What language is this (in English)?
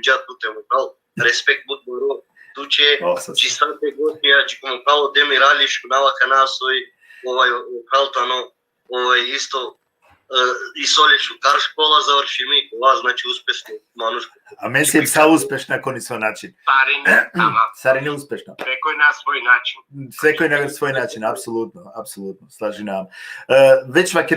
Balkan Romani